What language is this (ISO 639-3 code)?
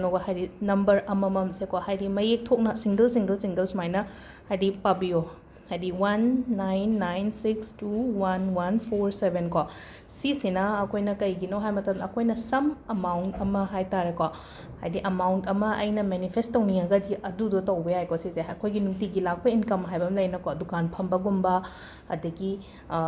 mni